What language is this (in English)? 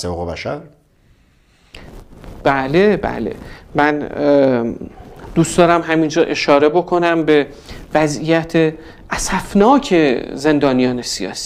Persian